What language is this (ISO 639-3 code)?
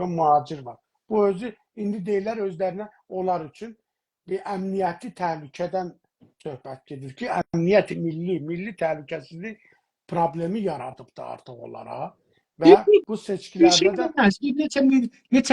azb